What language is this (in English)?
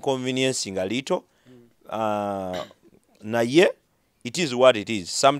Ganda